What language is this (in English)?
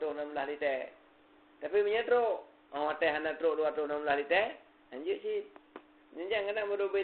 Achinese